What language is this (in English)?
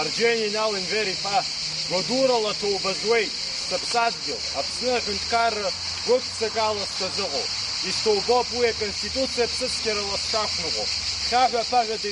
Abkhazian